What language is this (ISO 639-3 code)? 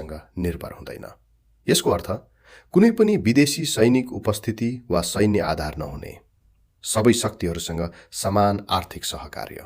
nep